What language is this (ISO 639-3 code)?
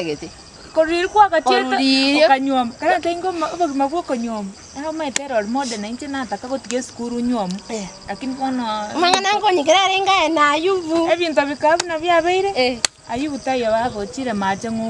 guz